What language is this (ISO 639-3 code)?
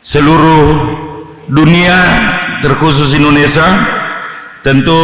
nia